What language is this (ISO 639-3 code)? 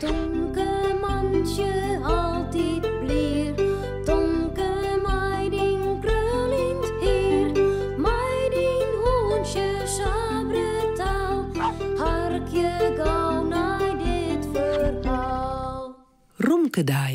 fry